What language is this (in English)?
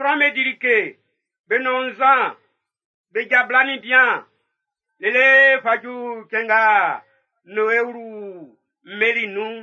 Baoulé